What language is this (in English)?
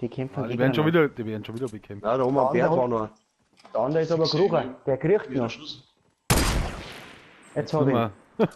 Bavarian